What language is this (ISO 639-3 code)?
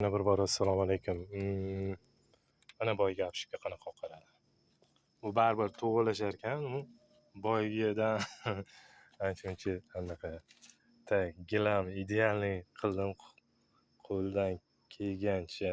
uzb